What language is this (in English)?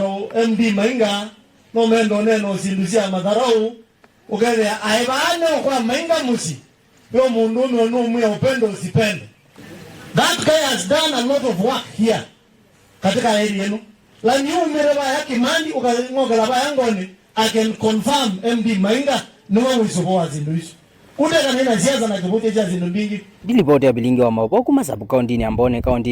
Kamba